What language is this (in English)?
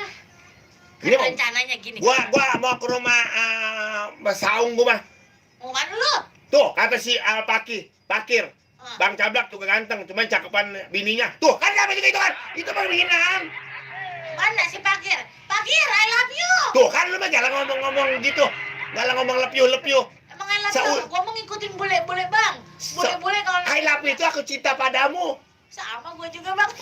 Betawi